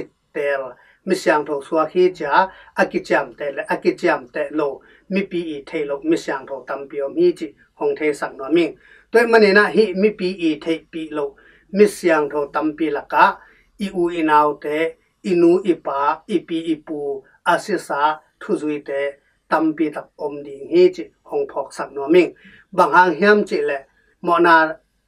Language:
Tedim Chin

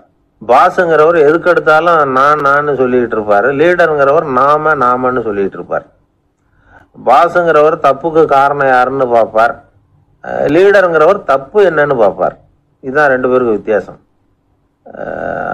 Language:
Tamil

